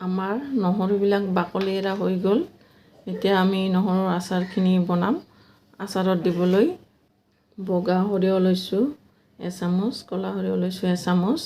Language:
Assamese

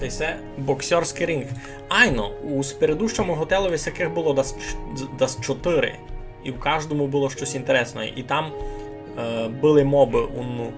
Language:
Rusyn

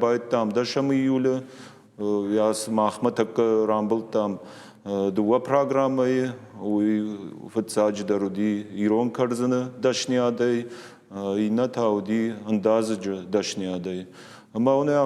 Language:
Ossetic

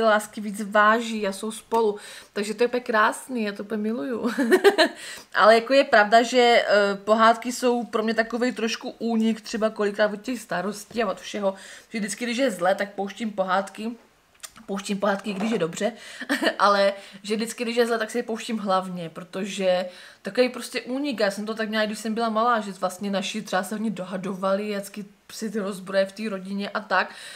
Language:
Czech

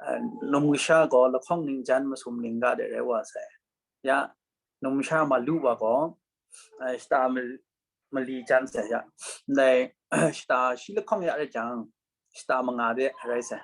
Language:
Kachin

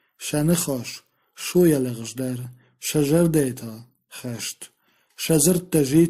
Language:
Ossetic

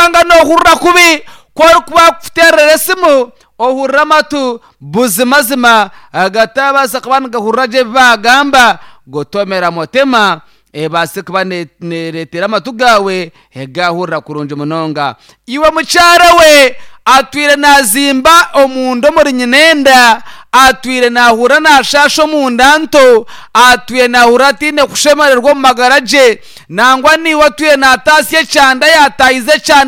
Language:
Nyankole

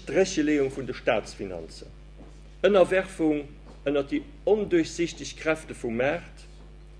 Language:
Luxembourgish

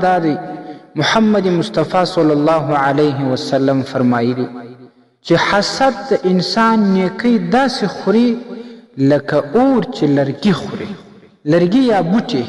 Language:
Pashto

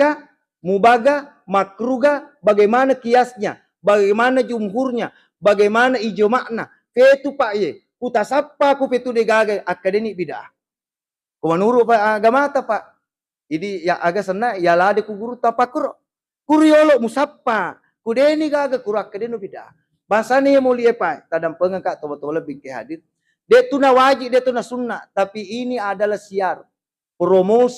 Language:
Buginese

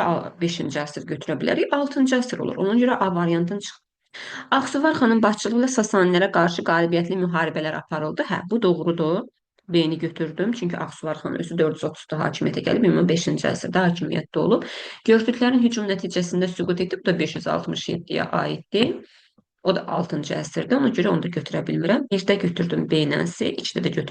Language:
Azerbaijani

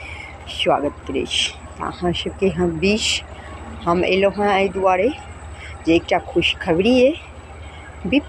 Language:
Maithili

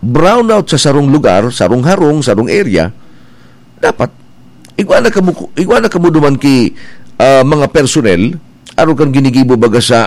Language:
Bikol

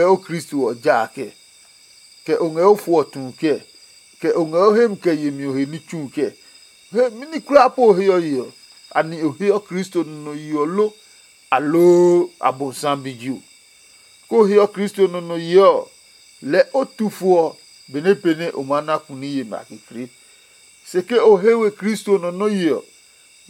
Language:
Adangme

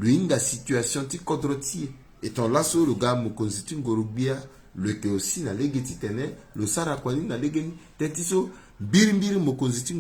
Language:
Sango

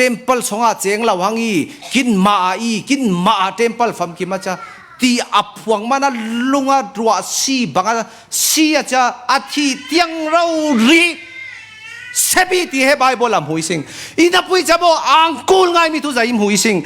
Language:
Falam Chin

